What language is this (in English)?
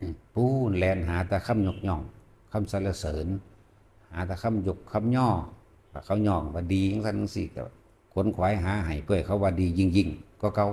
Northeastern Thai